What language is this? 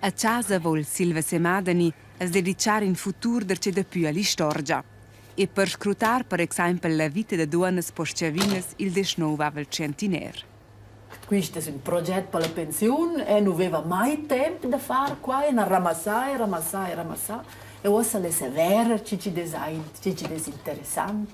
Romansh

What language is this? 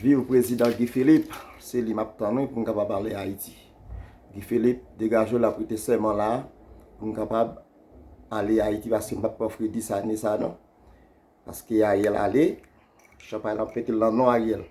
Haitian Creole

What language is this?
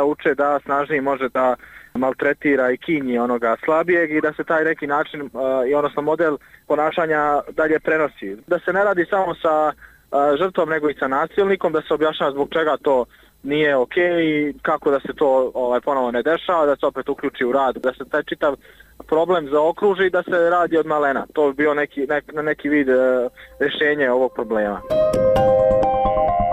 Bosnian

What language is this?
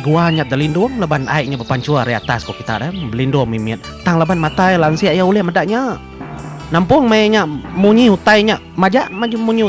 Iban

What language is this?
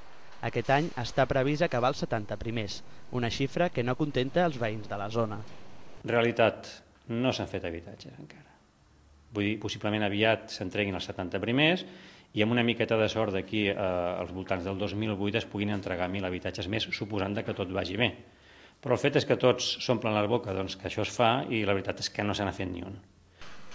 Catalan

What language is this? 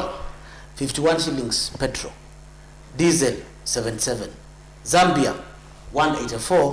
Kamba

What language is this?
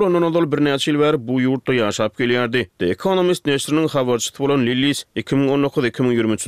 Turkmen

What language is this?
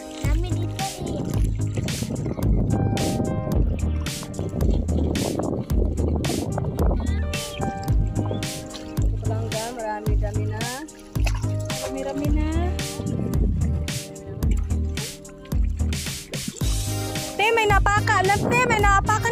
Filipino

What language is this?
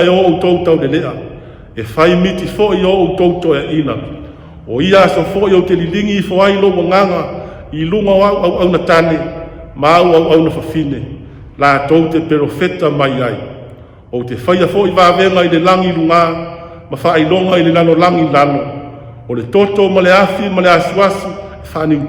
Samoan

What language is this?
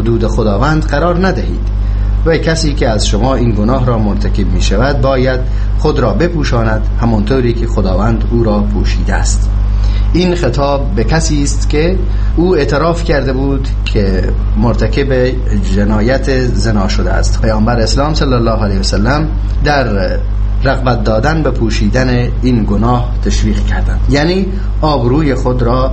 Persian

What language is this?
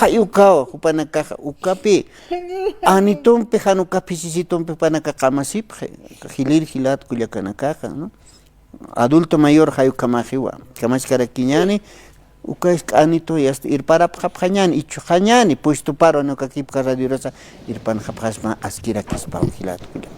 Aymara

